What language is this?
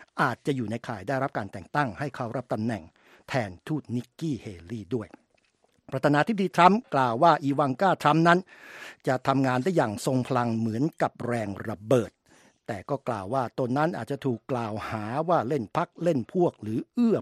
Thai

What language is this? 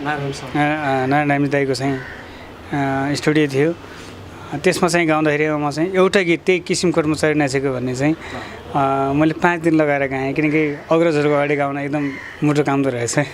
Nepali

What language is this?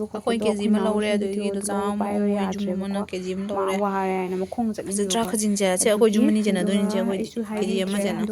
Manipuri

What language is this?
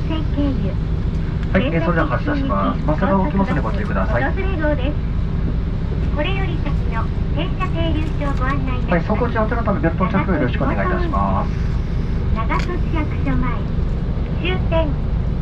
Japanese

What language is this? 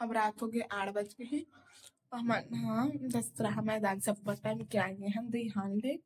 Chhattisgarhi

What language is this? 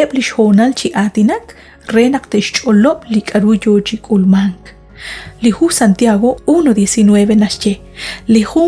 Kekchí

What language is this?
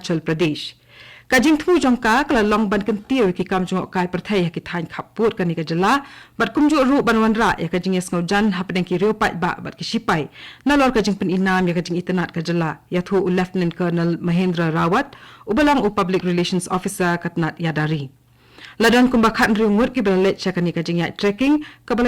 Khasi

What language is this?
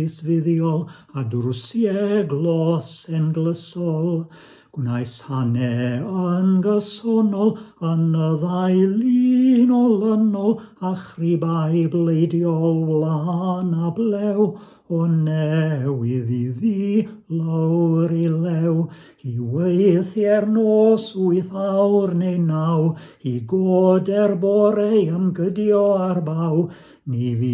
Welsh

